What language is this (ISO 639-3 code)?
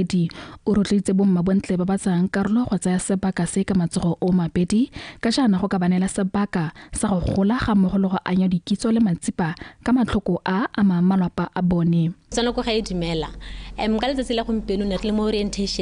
tsn